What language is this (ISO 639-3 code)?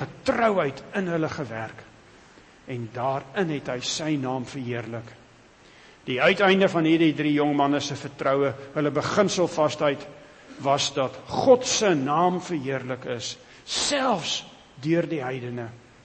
afr